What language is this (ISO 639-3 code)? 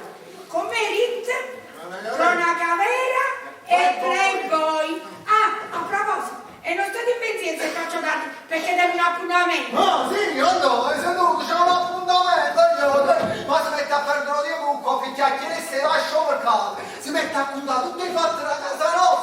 nap